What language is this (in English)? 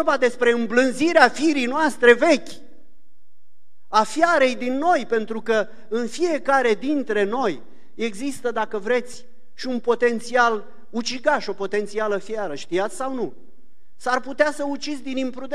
Romanian